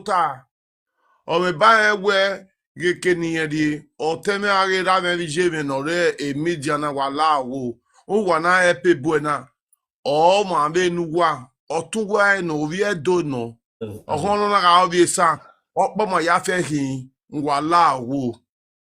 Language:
Nigerian Pidgin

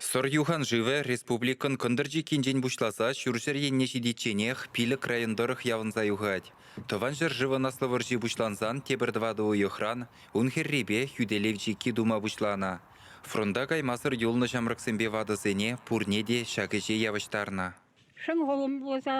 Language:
Chuvash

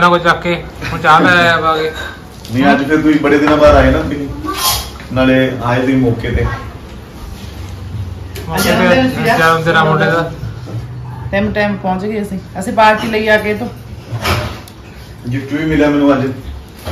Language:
Punjabi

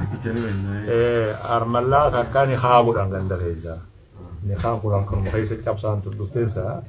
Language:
Oromo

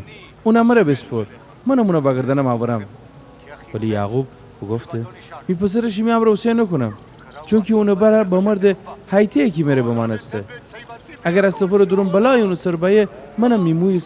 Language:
Gilaki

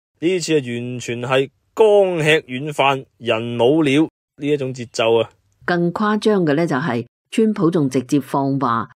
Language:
Cantonese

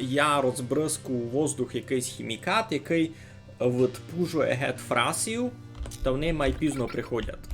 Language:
Rusyn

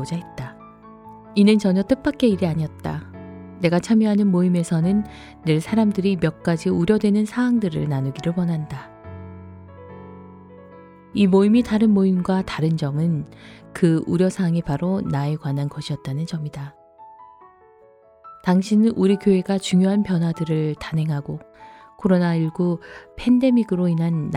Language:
Korean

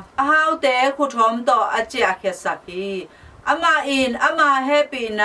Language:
Tedim Chin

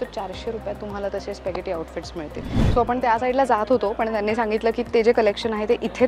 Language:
Marathi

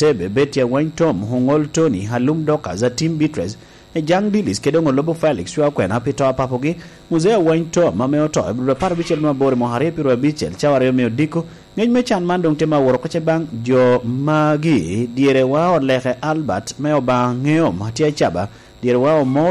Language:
Lango (Uganda)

